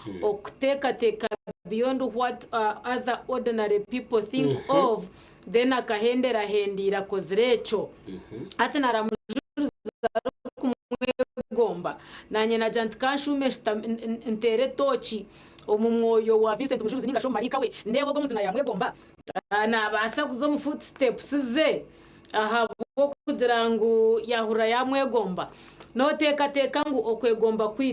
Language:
Nyankole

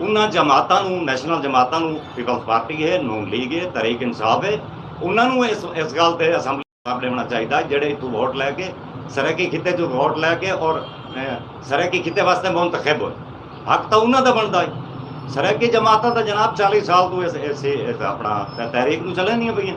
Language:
Saraiki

